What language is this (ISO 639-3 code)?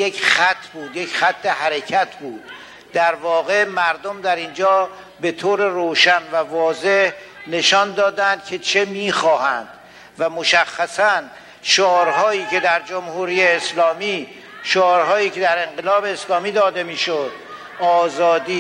fas